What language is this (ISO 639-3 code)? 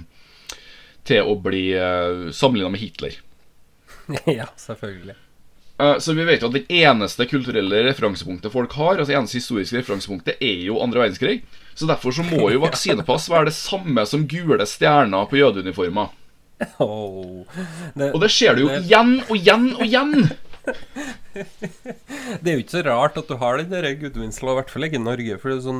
nor